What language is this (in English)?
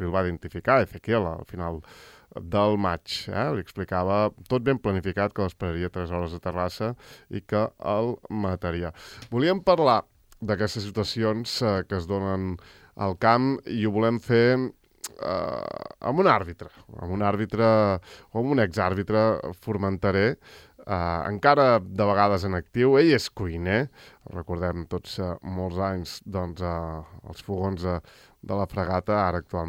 Catalan